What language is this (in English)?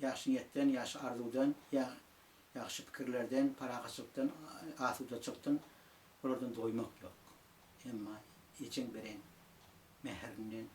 Turkmen